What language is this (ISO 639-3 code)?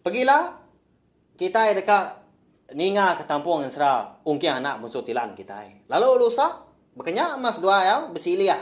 iba